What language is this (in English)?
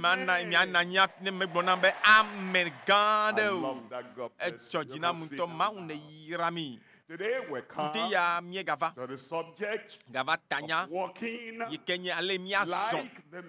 Ewe